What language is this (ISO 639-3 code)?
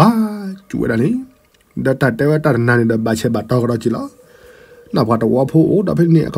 ksw